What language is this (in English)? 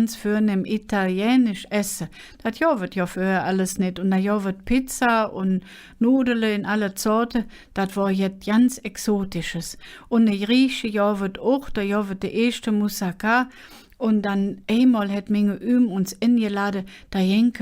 Colognian